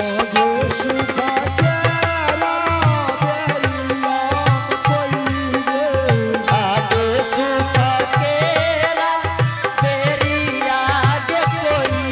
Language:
Angika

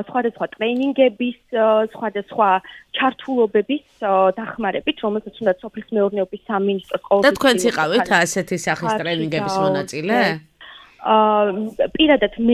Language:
Georgian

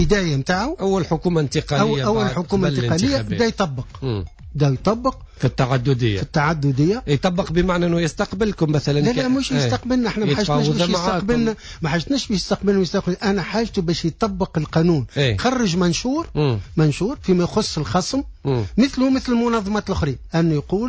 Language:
Tunisian Arabic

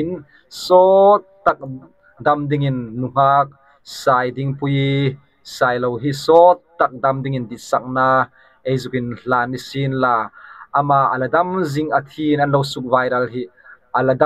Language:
Hmar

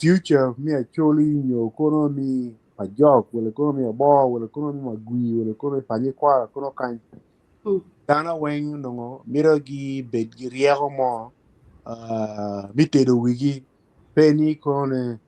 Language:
Acoli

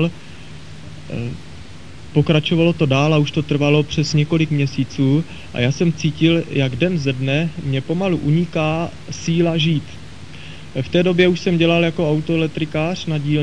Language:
Czech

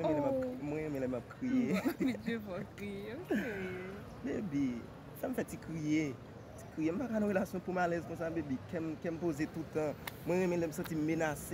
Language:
Haitian Creole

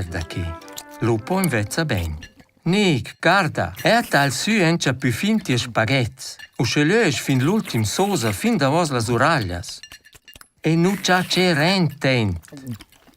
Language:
Romansh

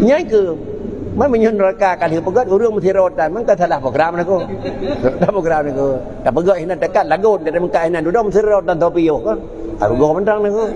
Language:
Achinese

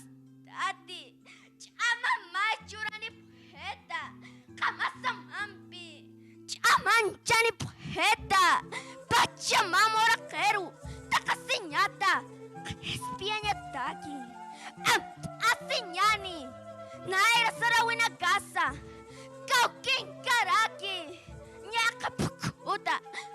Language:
Aymara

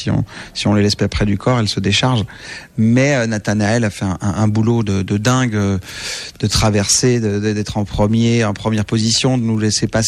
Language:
French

